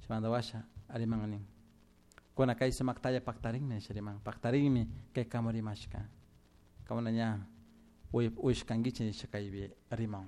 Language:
Chimborazo Highland Quichua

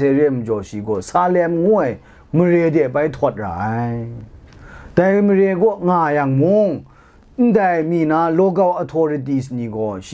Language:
Kachin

